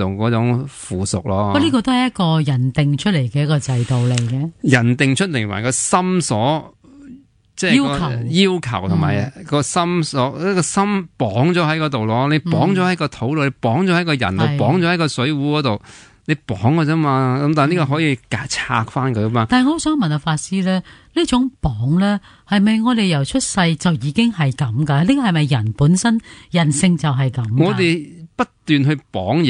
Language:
Cantonese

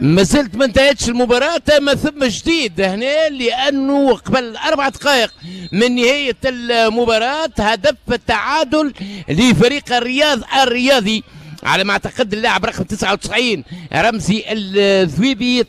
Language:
Tunisian Arabic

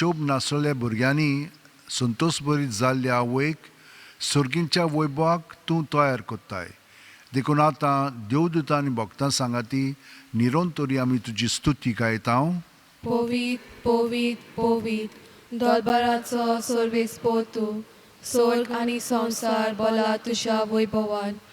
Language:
Konkani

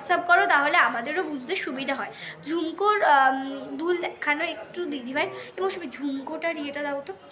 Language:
Bangla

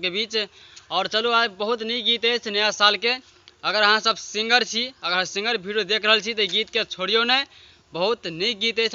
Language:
Maithili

